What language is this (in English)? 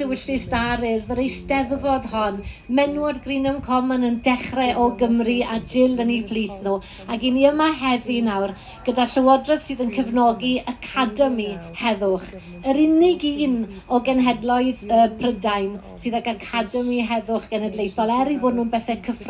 Welsh